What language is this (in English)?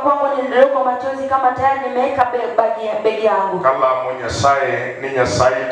Luo (Kenya and Tanzania)